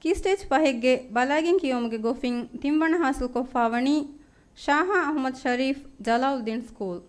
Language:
Divehi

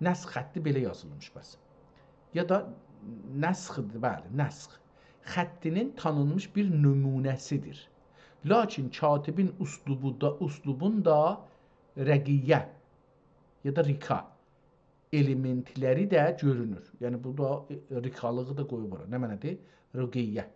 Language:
South Azerbaijani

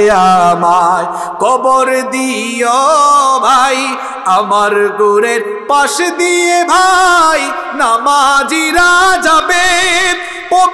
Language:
Bangla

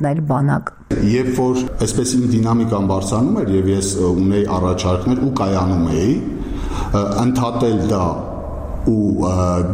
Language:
Armenian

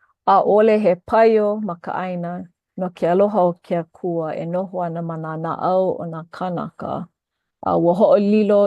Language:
Hawaiian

